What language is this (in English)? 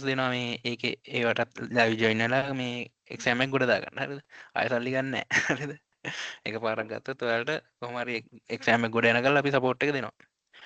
Sinhala